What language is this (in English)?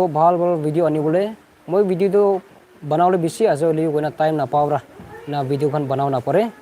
Naga Pidgin